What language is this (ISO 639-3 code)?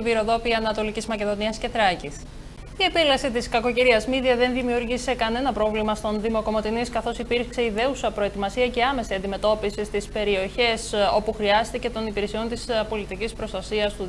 ell